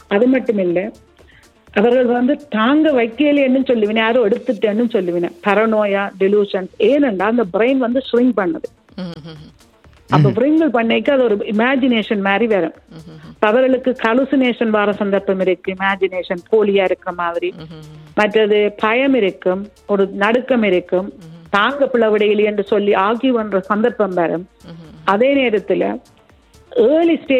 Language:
Tamil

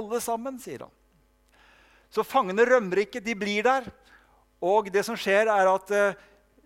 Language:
Norwegian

